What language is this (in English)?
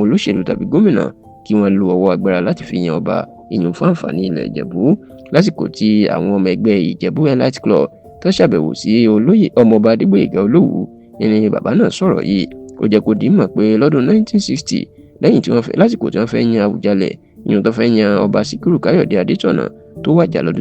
Yoruba